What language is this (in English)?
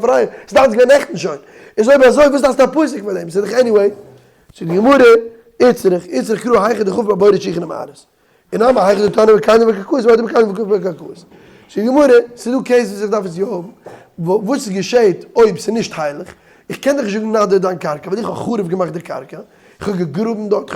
Yiddish